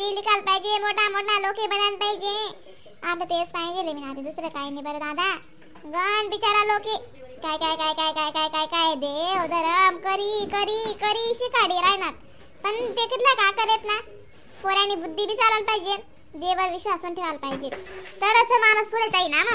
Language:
Khandesi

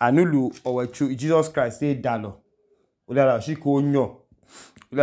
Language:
Idoma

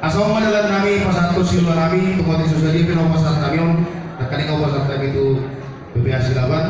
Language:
Batak Toba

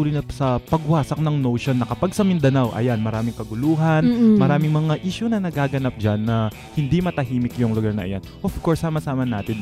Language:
Filipino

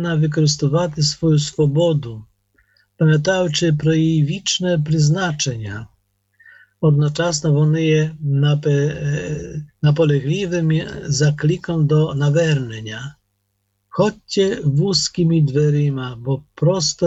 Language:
Ukrainian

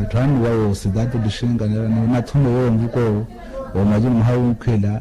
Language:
Makhuwa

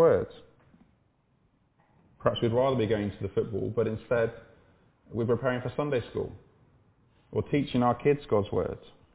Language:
English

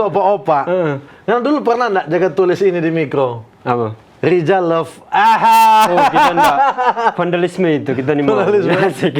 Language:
Manado Malay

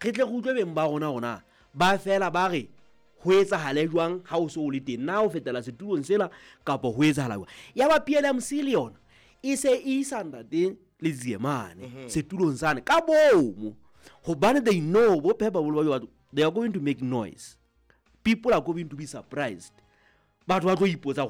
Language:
Southern Sotho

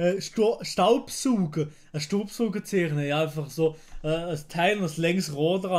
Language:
Swiss German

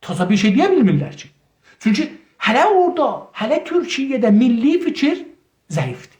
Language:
South Azerbaijani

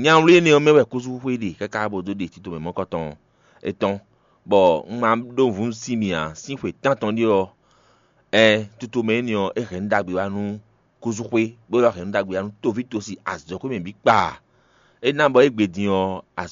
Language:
Fon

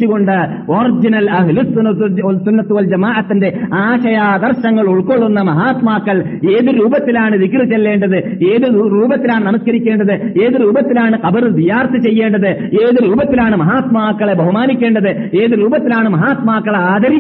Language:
Malayalam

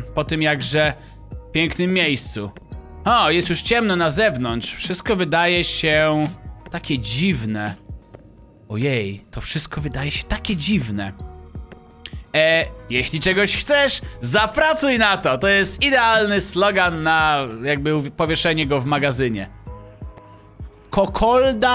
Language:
Polish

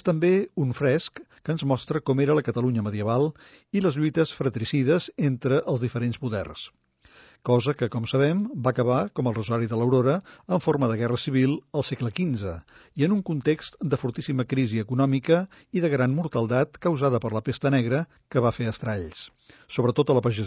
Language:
Catalan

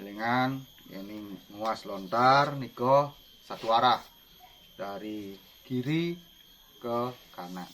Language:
Balinese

